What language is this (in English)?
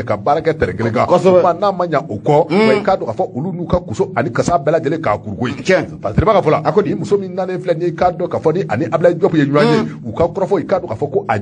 Bambara